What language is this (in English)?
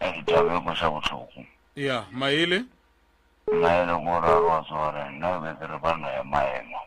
Northern Sotho